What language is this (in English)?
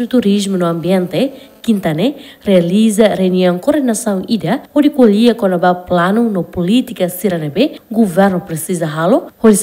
Tetum